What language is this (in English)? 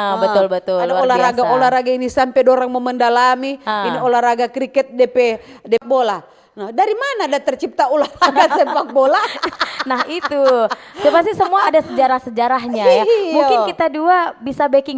Manado Malay